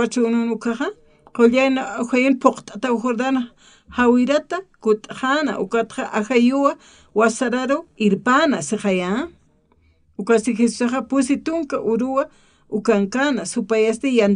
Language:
Aymara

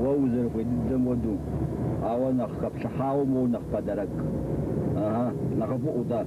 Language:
Kabardian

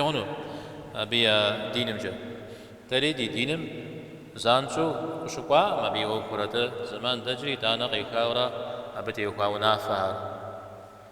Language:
Kabardian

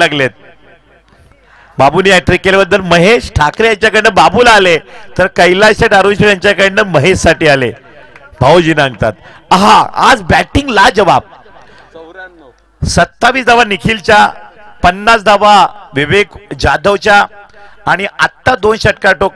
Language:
Marathi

